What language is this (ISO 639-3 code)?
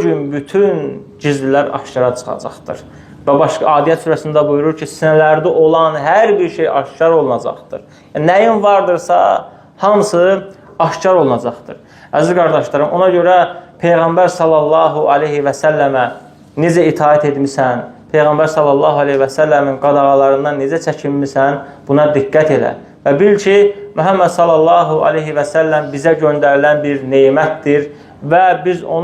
aze